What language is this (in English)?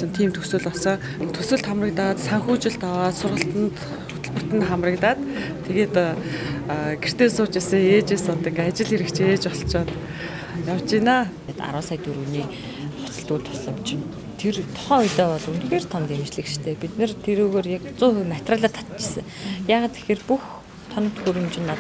Mongolian